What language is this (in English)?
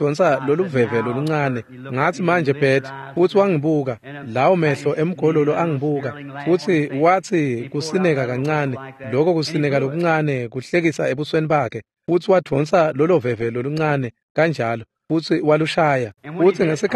Swati